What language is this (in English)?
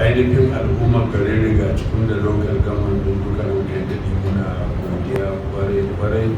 Hausa